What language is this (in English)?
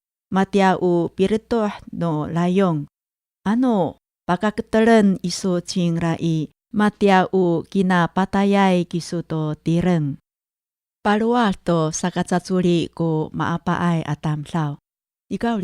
Amis